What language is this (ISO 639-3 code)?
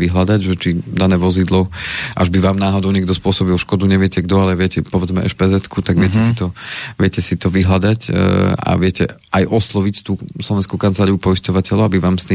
slk